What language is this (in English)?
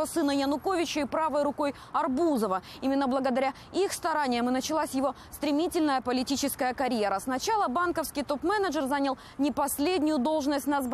Russian